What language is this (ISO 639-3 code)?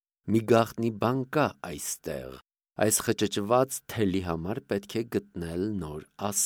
hye